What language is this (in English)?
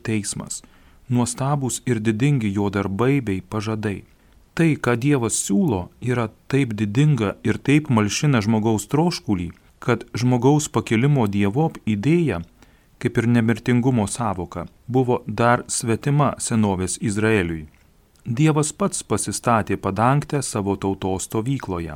Lithuanian